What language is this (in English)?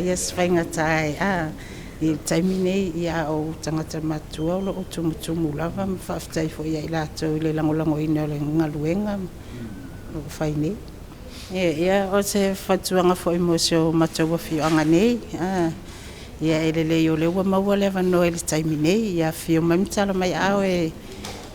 Samoan